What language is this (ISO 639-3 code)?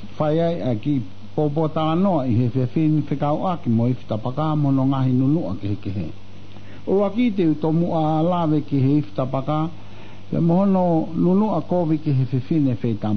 ton